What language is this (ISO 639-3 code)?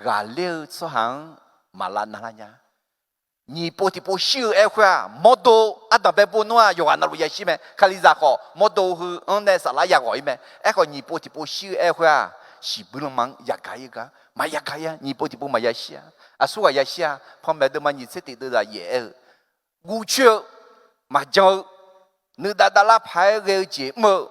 ahk